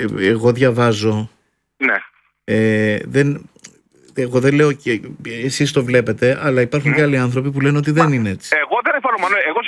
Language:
Greek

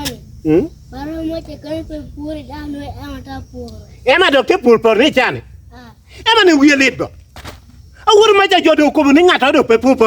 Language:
Lango (Uganda)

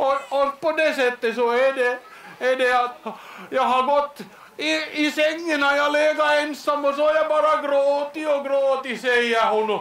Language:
Swedish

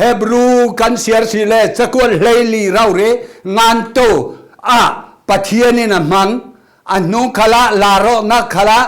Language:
Falam Chin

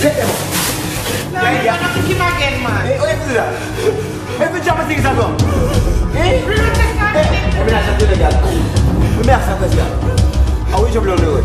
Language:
Jamaican Creole English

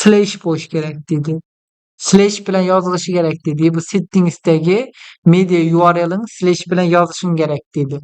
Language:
Uzbek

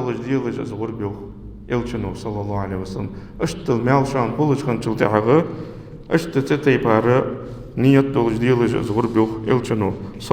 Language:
Ingush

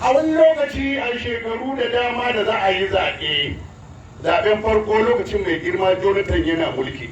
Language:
Hausa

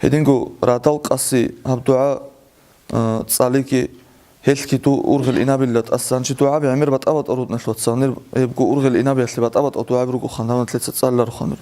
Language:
Avaric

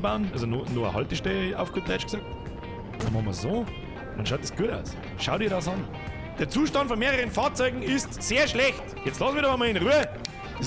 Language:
Bavarian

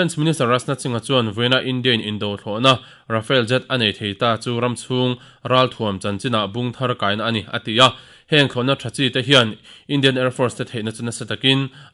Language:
Mizo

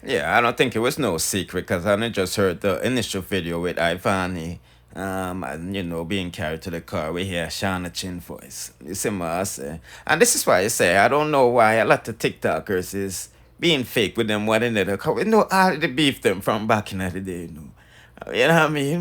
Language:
Jamaican Creole English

